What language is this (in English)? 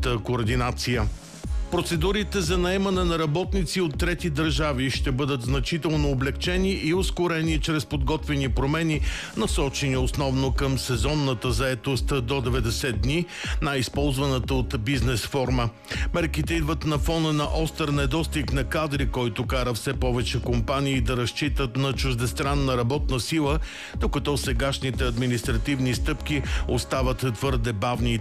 Bulgarian